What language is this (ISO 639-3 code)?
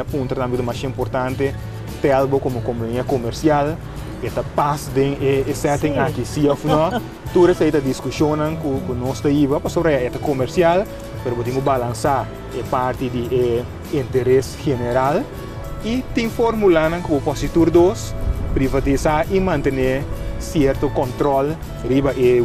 pap